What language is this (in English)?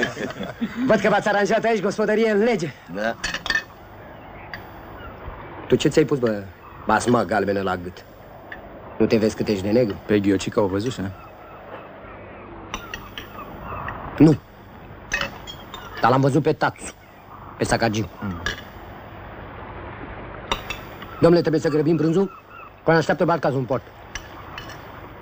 Romanian